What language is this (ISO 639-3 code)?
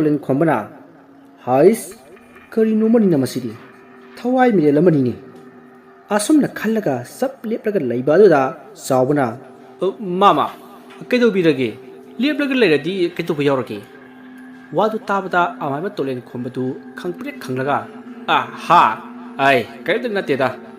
mni